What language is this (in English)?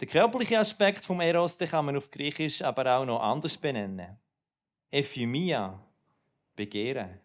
Swiss German